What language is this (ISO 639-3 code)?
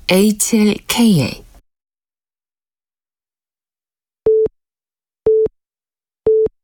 kor